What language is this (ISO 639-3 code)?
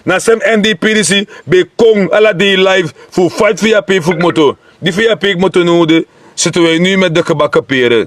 srn